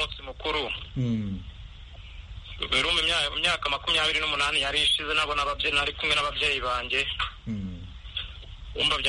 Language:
Kinyarwanda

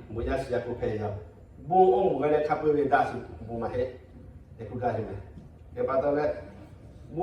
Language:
Lahu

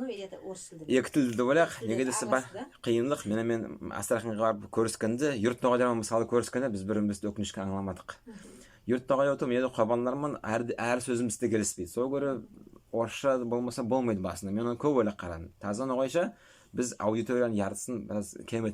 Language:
Nogai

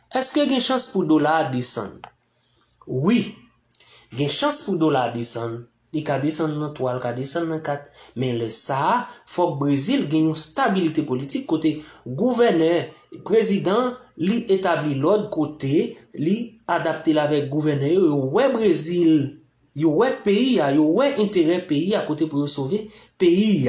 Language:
Haitian Creole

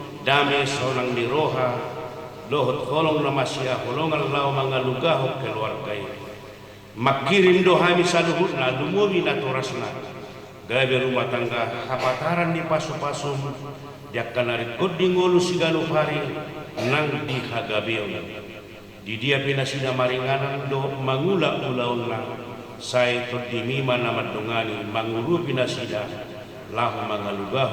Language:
Batak Toba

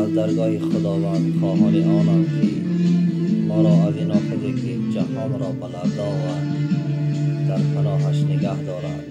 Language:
Tajik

